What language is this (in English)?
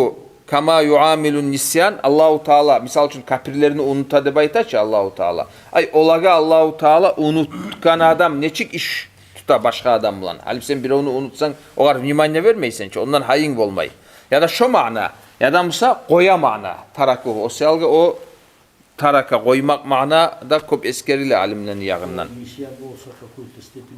Kumyk